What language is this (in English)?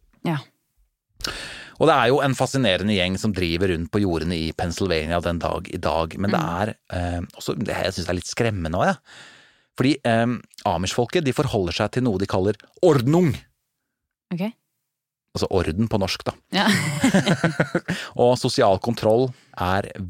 Norwegian